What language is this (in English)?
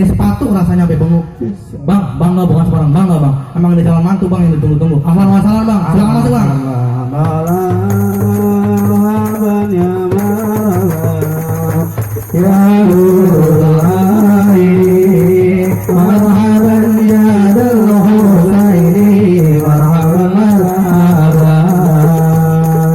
Betawi